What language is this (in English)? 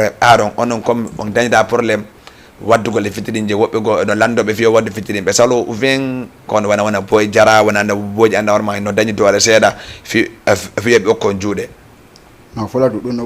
Fula